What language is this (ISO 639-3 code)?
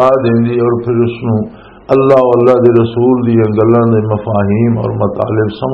lah